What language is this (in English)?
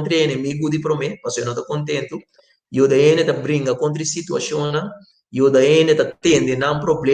Papiamento